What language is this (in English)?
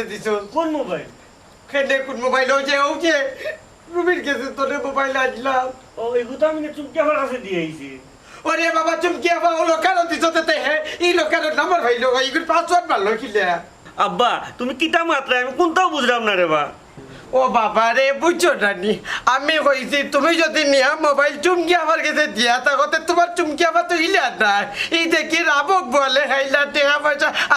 Sylheti